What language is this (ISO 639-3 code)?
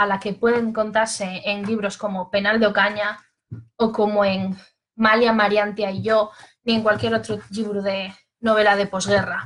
ast